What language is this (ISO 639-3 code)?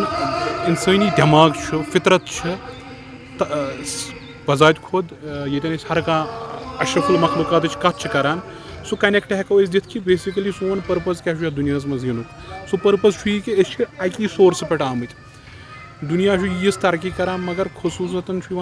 kas